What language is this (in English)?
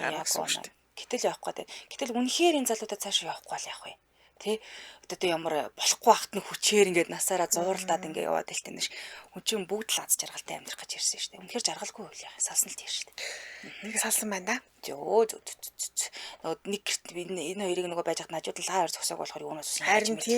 Mongolian